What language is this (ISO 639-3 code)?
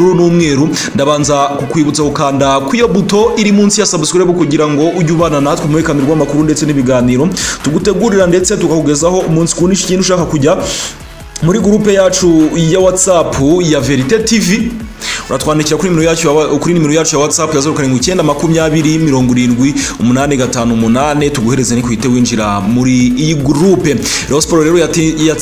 kin